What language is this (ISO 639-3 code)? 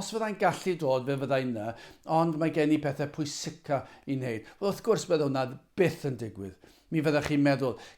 cym